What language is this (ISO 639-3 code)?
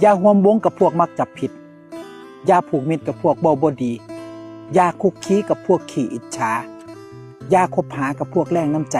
tts